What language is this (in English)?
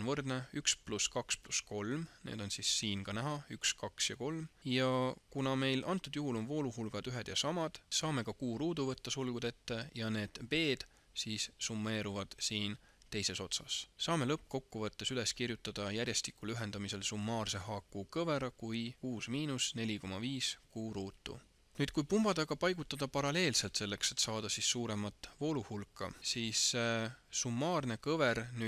Estonian